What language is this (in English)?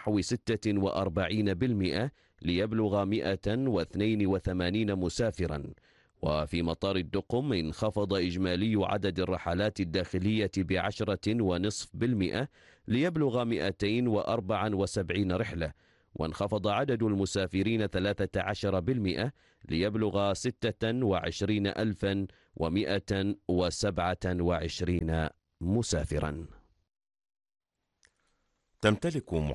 Arabic